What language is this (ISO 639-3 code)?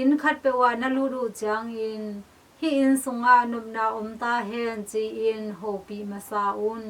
ctd